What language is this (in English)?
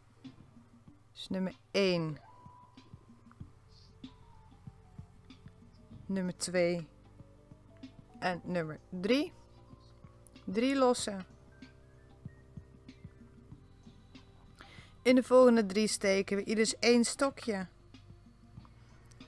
Dutch